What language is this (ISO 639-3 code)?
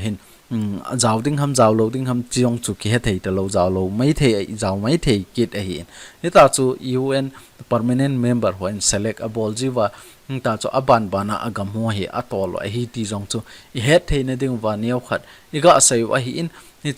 tcz